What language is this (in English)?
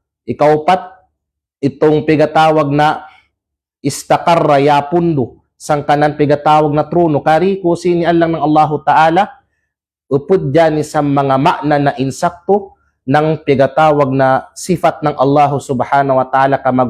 Kalagan